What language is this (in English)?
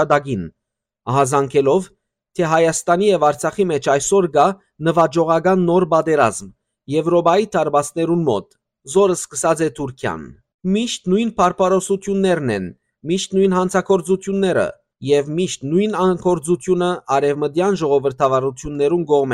Western Armenian